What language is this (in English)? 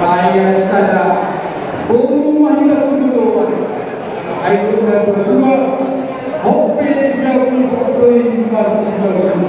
Batak Toba